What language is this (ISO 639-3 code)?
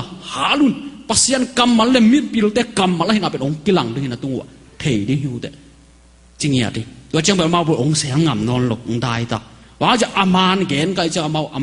ctd